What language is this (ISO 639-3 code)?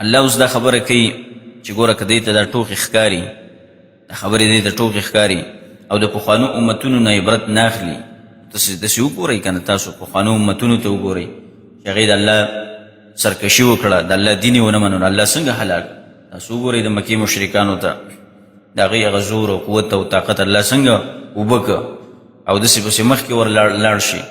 pus